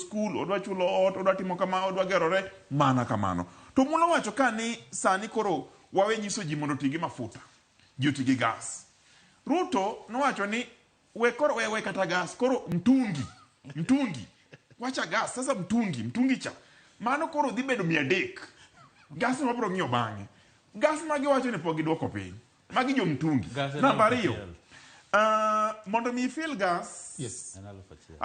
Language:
Luo (Kenya and Tanzania)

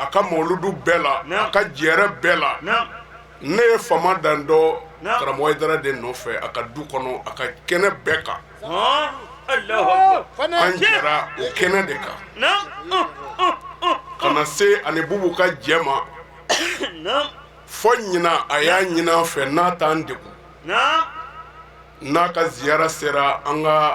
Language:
Bambara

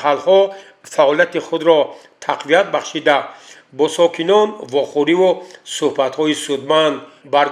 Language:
Tajik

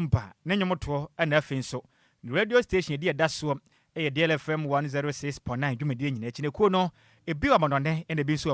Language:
Akan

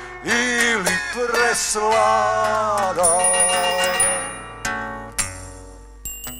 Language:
Croatian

